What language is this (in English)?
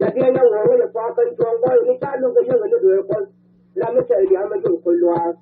Nuer